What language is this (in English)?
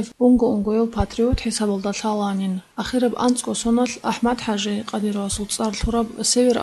Avaric